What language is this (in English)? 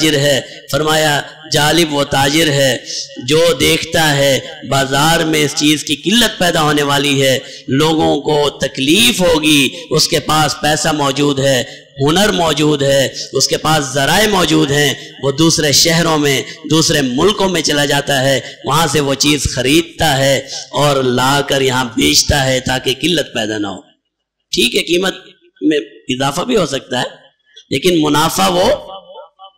Urdu